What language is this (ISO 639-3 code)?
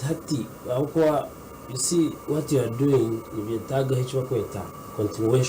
nyn